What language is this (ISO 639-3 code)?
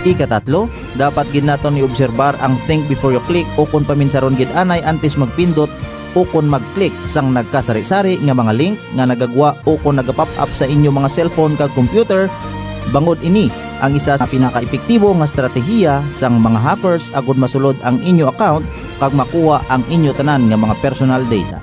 hil